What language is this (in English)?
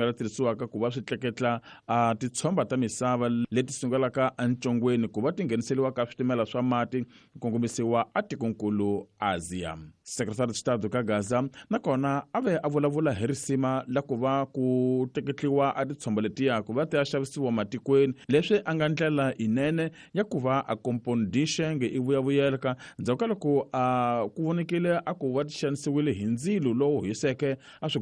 Tsonga